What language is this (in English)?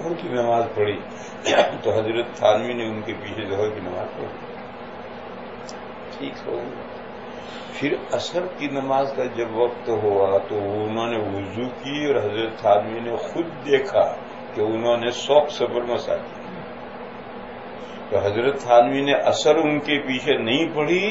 Urdu